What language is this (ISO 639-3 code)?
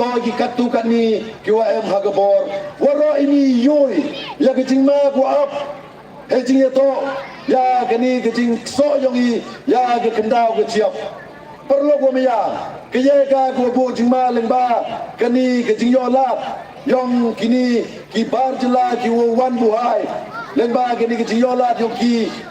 pbv